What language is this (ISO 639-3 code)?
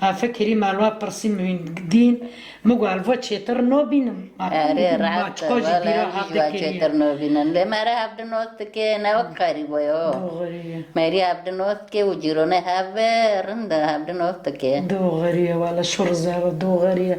kur